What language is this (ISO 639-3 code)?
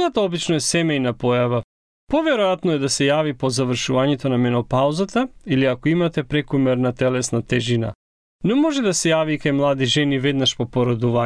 mkd